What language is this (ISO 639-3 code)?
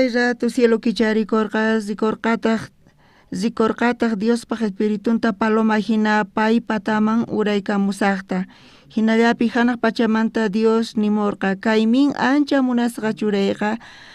quh